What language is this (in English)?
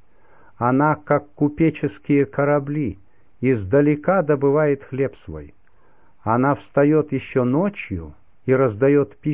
Russian